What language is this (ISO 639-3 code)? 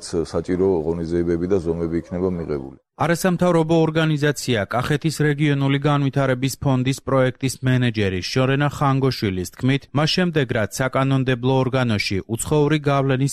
kat